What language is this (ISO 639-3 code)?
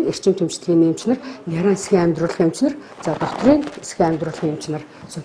mon